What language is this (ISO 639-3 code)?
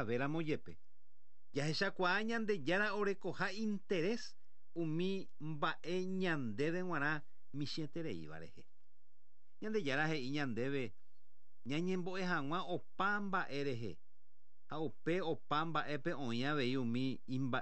grn